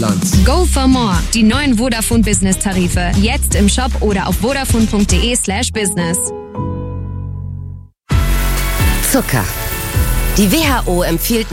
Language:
German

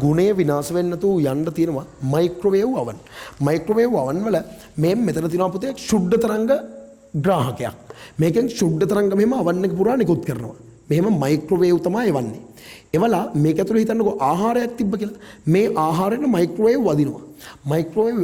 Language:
Sinhala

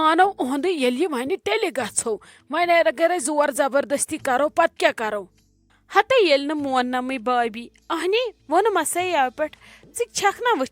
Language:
Kashmiri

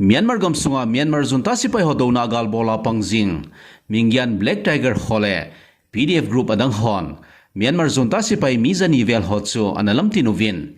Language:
Thado Chin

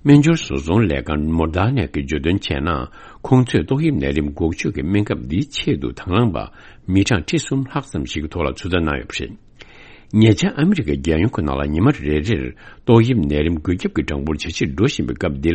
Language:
Tibetan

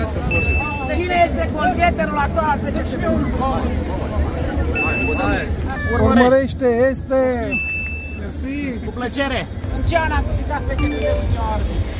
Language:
Romanian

